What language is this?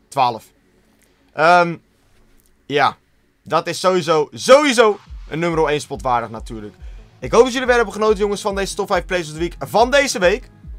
Dutch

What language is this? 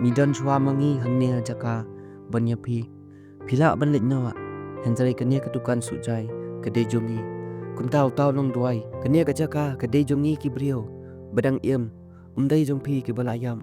Khasi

